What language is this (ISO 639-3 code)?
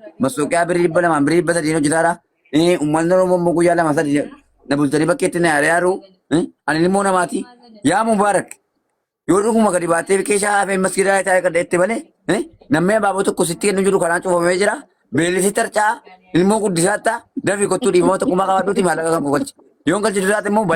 orm